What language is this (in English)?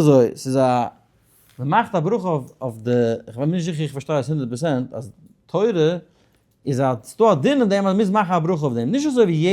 Yiddish